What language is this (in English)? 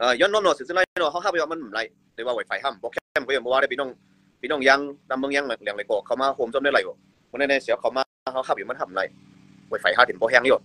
Shan